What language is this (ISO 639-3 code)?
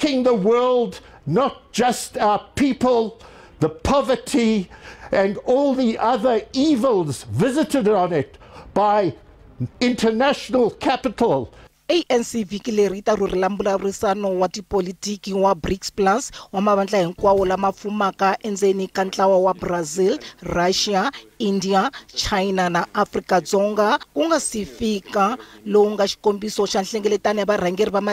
tso